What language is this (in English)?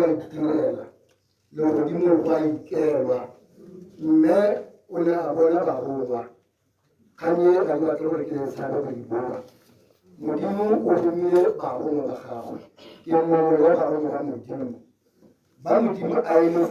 Tswana